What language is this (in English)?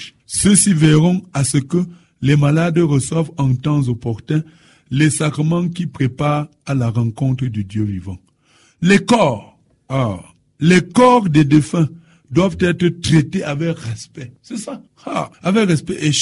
French